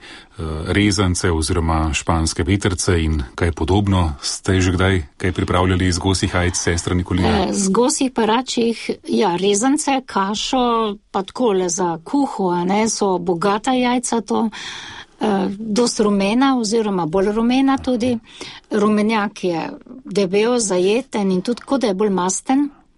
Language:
Slovenian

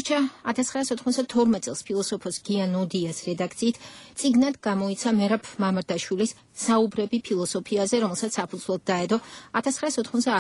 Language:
Georgian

